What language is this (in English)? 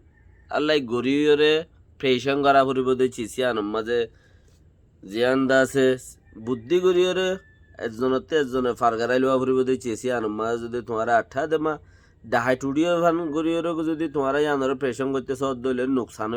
Rohingya